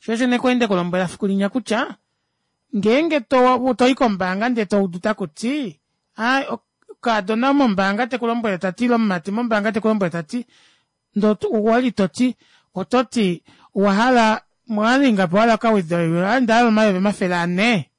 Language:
Kuanyama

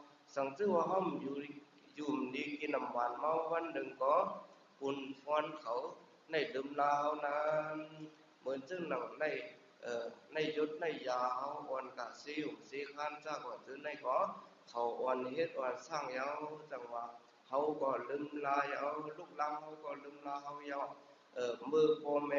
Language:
Shan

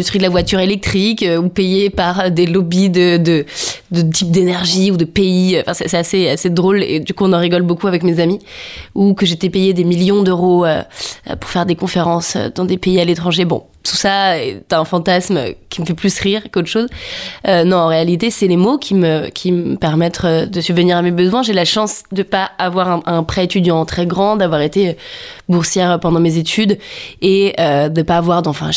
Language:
French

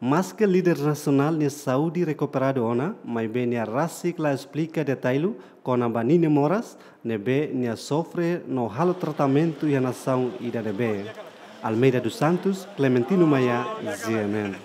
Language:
Tetum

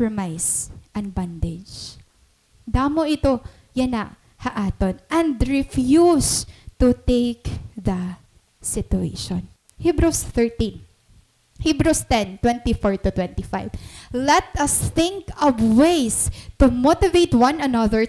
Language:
Waray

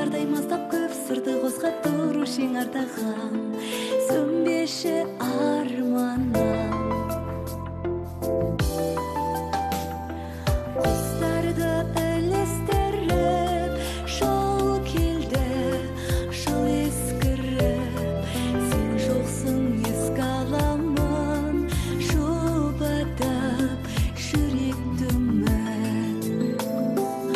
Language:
Kazakh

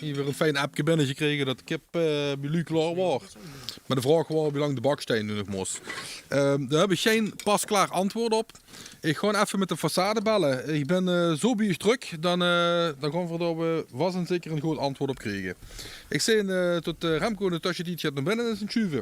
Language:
Limburgish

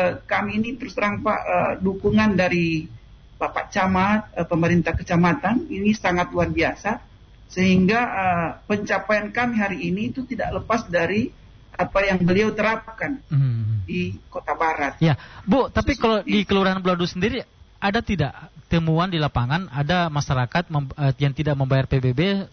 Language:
Indonesian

